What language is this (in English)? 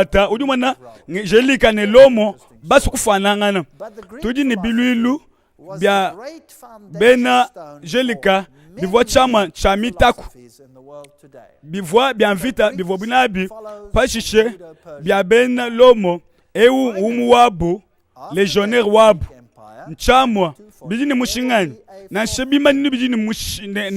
Luba-Lulua